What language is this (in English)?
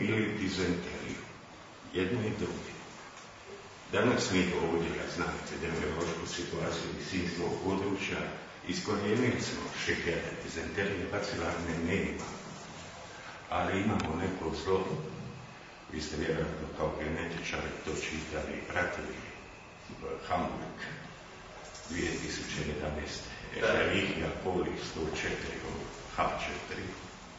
Croatian